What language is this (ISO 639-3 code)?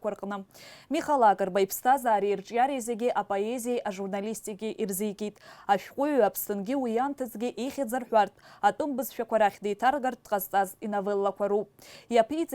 abk